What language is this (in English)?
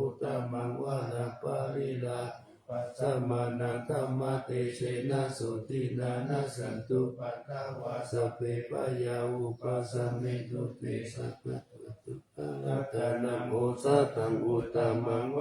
Pali